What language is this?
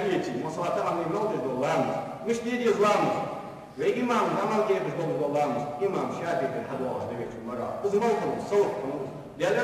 Ingush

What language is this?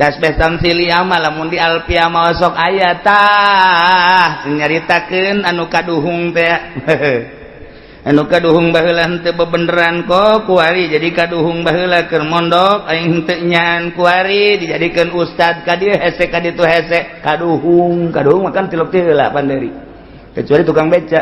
Sundanese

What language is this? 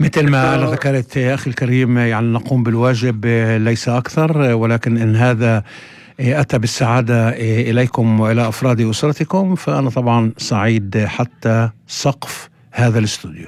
North Levantine Arabic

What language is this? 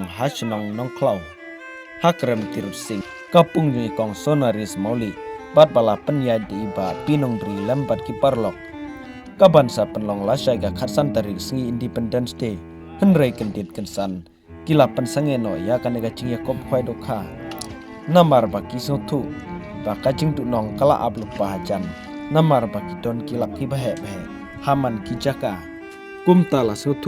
Khasi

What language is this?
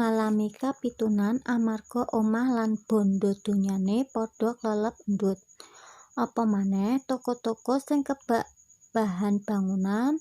Javanese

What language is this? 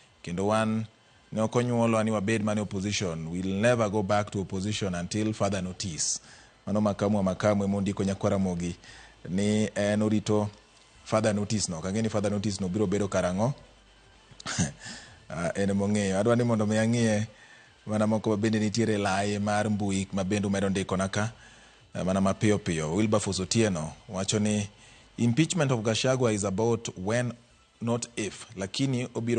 Luo (Kenya and Tanzania)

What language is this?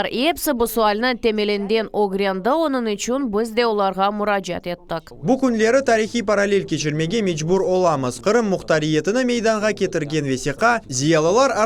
Crimean Tatar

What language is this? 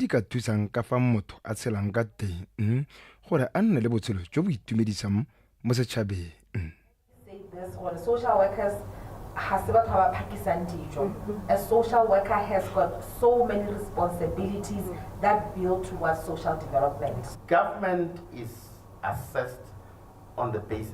Tswana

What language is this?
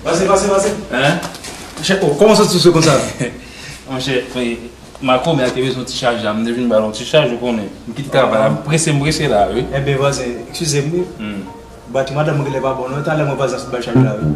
Haitian Creole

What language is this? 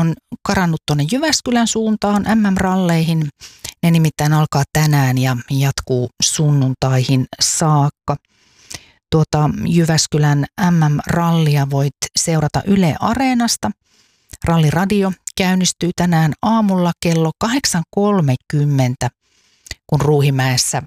Finnish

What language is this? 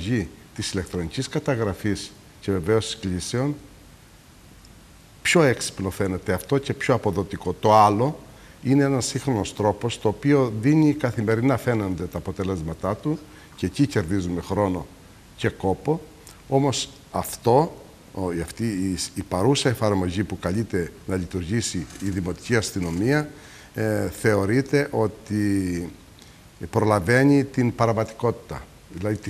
Greek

